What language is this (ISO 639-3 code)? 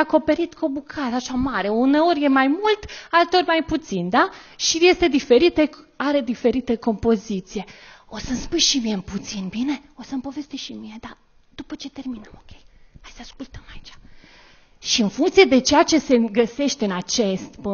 ron